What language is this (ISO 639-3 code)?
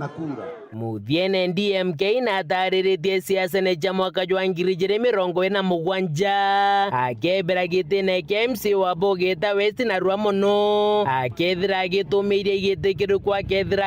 mer